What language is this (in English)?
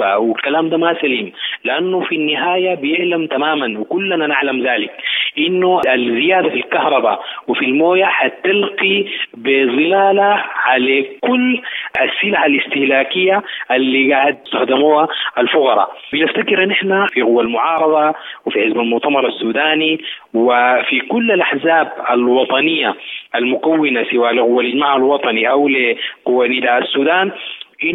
Sudanese Arabic